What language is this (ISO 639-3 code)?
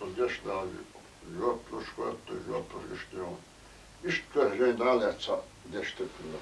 che